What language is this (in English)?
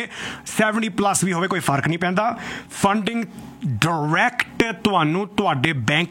Punjabi